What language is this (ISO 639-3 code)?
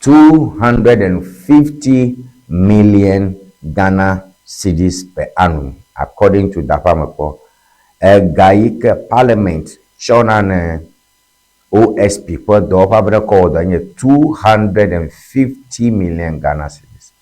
ewe